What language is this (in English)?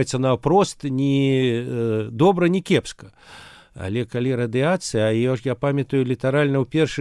Belarusian